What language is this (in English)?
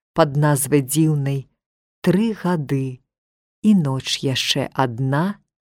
Belarusian